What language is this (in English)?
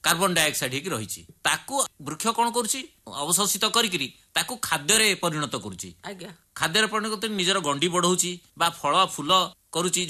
Odia